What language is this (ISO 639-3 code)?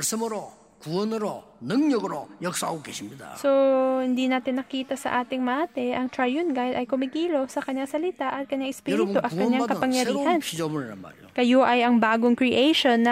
fil